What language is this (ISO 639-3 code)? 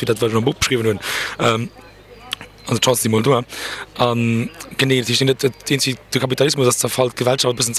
ltz